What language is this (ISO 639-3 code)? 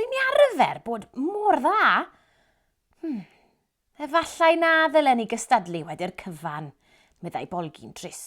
cym